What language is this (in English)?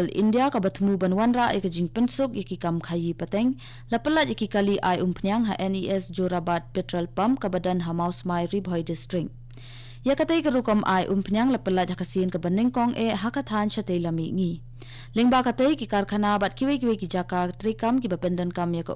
Khasi